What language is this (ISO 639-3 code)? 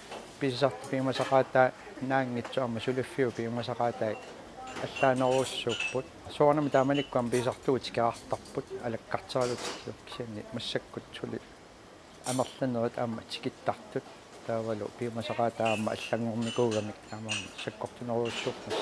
kal